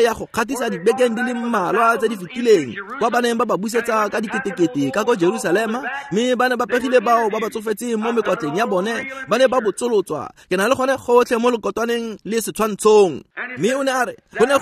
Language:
Tswana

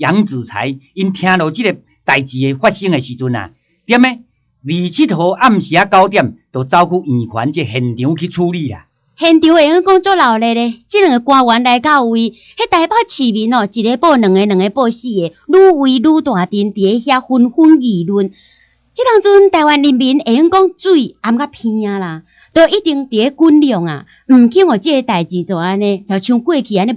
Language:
Min Nan Chinese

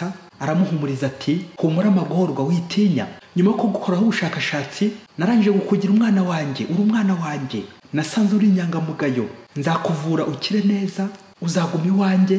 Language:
Kinyarwanda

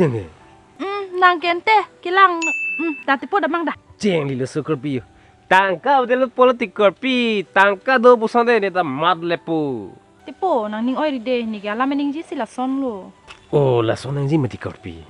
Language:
Karbi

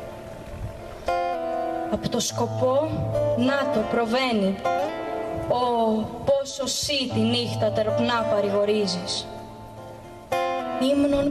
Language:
Greek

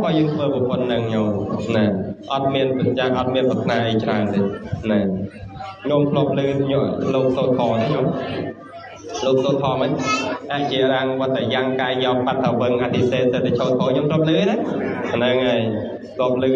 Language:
Khmer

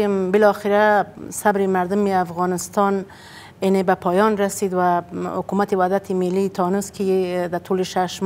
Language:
Persian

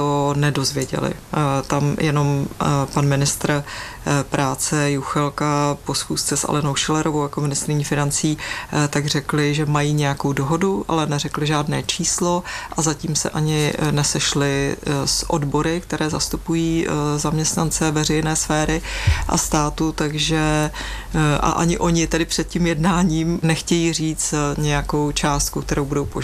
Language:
Czech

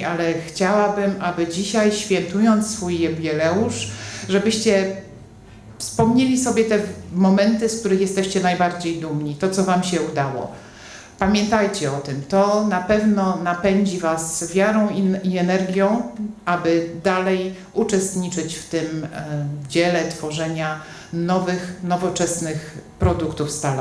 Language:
Polish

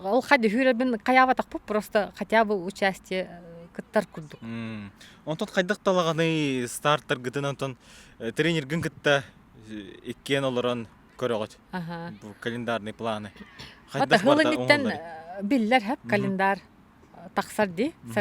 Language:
Yakut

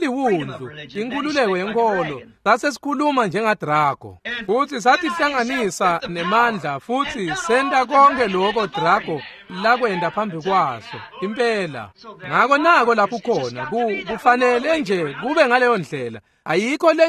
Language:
Swati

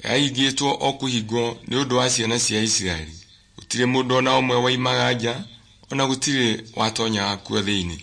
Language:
Kikuyu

